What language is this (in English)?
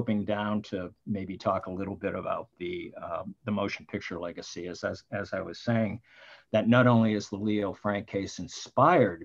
English